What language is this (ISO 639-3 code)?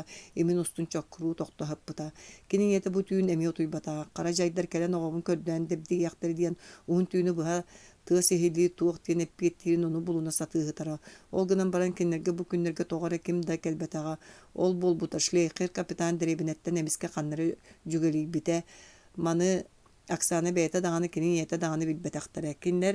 sah